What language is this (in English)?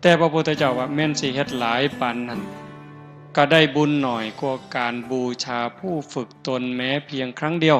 Northeastern Thai